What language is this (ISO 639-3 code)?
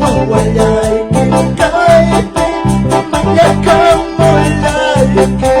que